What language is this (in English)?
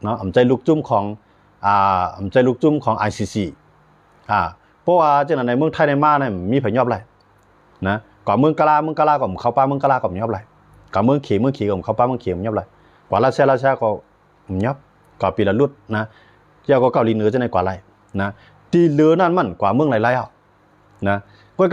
Shan